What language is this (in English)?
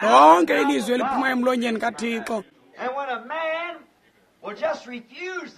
Xhosa